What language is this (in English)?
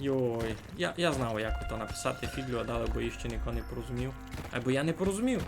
Rusyn